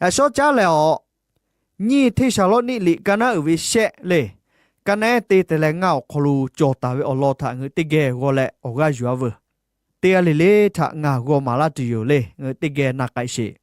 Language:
Lahu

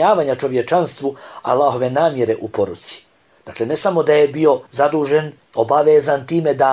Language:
Bosnian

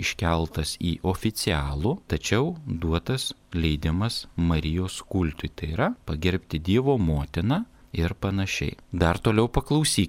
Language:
Lithuanian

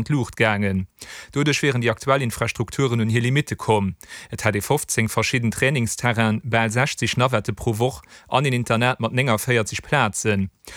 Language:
Luxembourgish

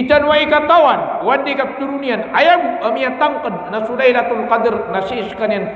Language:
Maranao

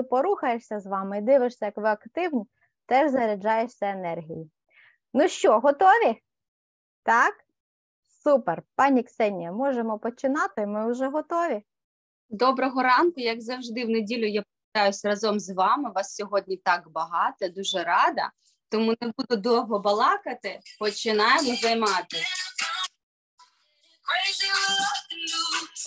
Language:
Ukrainian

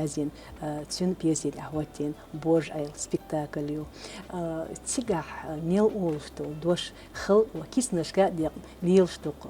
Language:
Chechen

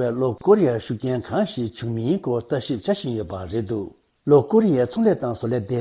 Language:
Tibetan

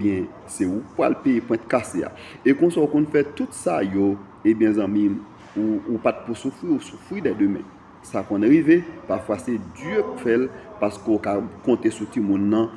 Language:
Haitian Creole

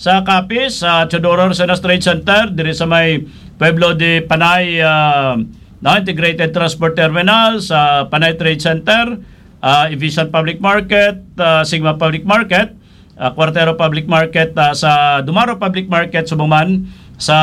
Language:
Hiligaynon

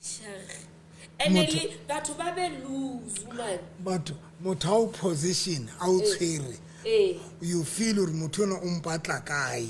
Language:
Southern Sotho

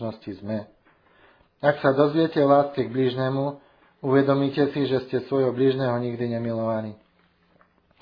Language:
Slovak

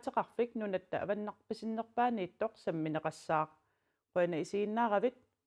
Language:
Kalaallisut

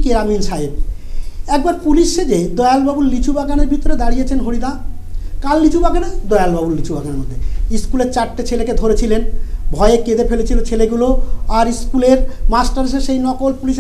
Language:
Bangla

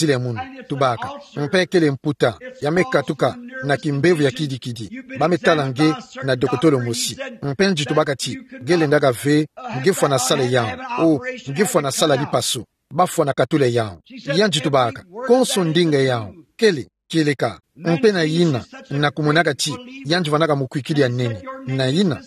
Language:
Kituba (Democratic Republic of Congo)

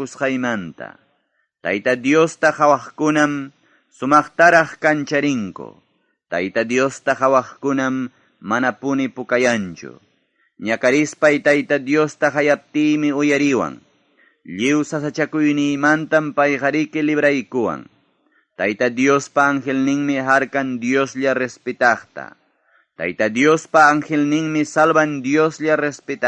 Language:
Ayacucho Quechua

